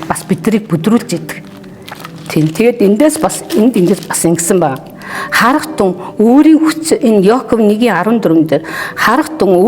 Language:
Mongolian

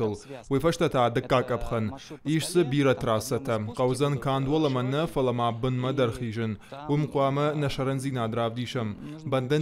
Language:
Ossetic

